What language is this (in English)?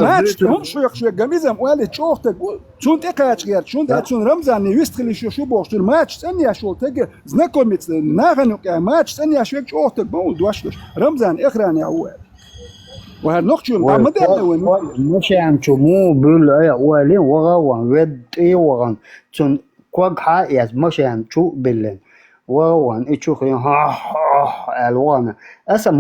Chechen